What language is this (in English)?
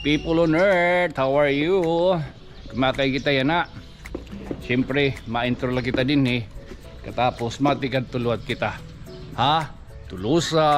Waray